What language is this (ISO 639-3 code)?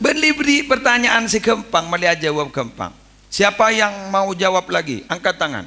mad